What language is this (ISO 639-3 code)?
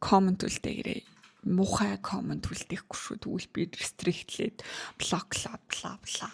mon